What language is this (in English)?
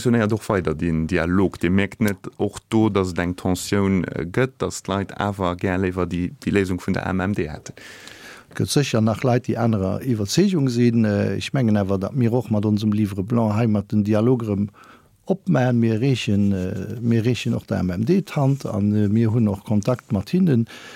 Luxembourgish